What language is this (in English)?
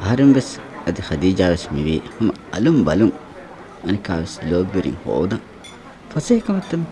Divehi